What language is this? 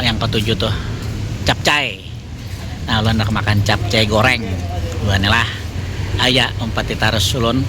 Banjar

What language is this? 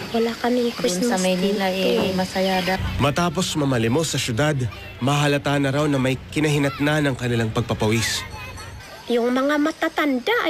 Filipino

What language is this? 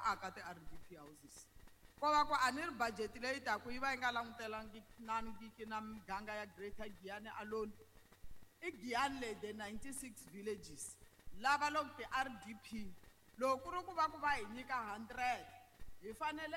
Tsonga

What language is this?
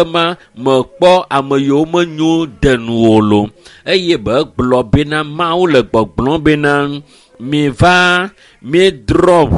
Ewe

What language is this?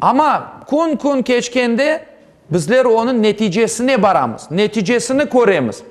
Crimean Tatar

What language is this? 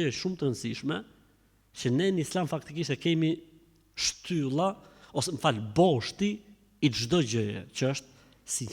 Albanian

